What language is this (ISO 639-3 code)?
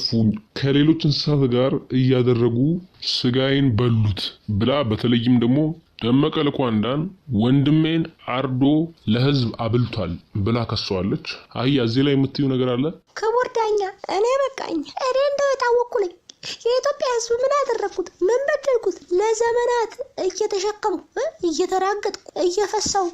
amh